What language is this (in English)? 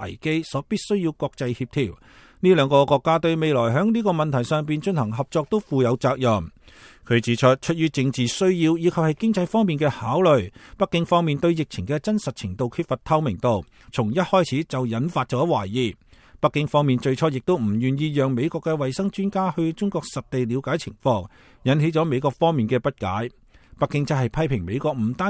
Cantonese